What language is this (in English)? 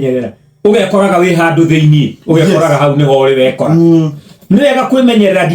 Kikuyu